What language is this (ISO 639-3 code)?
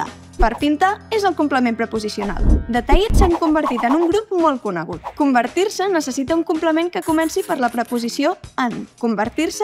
cat